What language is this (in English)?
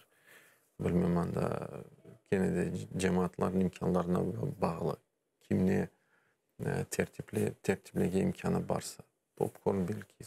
Crimean Tatar